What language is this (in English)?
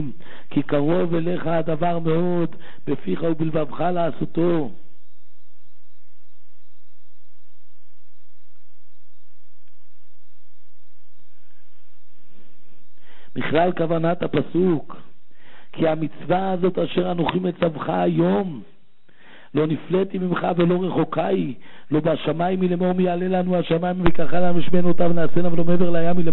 Hebrew